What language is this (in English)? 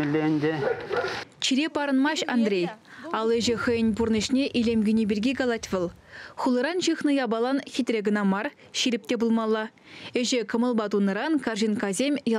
Chuvash